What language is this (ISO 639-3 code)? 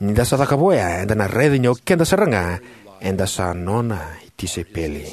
fij